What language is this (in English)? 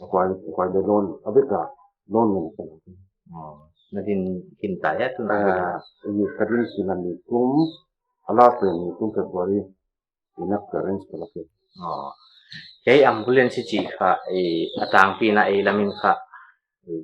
Paite Chin